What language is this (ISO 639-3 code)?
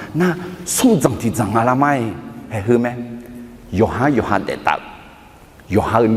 ahk